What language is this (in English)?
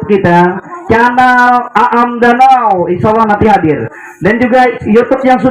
Banjar